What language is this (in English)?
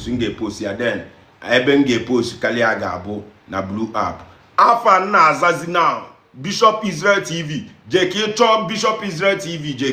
Igbo